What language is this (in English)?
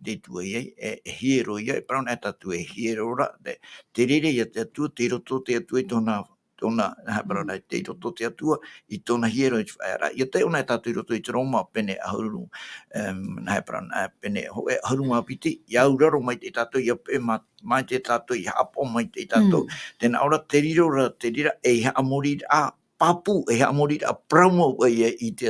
Tahitian